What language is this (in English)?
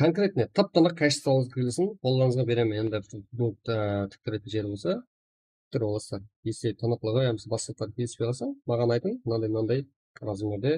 Kara-Kalpak